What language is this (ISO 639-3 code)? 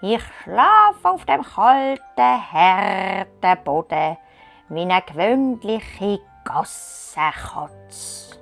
gsw